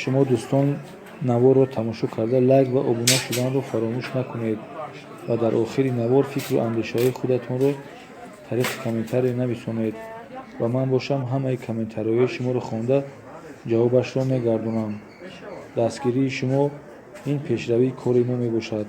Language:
Tajik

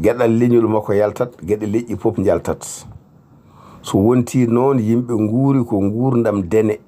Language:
Fula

